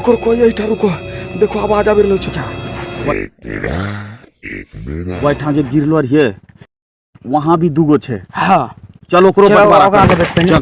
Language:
Angika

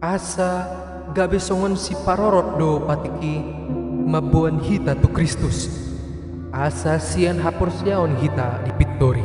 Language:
Batak Toba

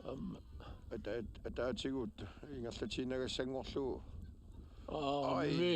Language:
Kalaallisut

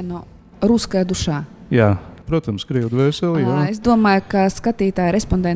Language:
Latvian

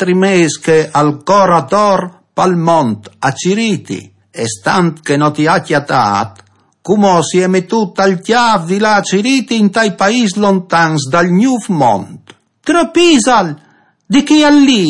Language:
Friulian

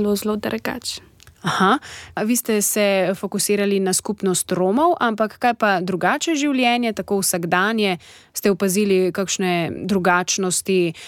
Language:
Slovenian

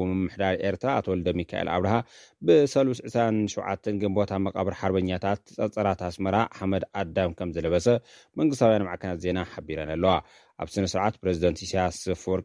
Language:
Tigrinya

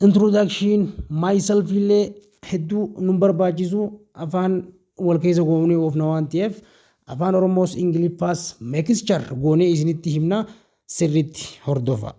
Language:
Oromo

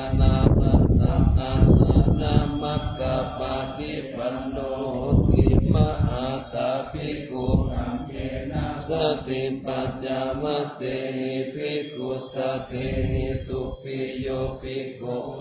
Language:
Pali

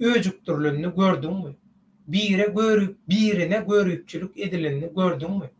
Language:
Turkmen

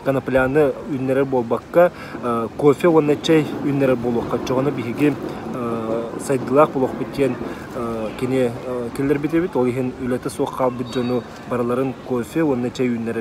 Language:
Yakut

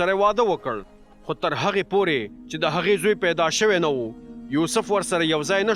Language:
Pashto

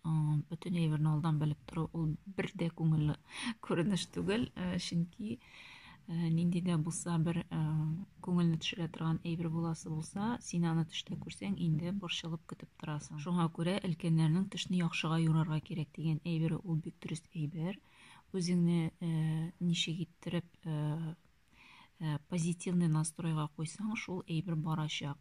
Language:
Tatar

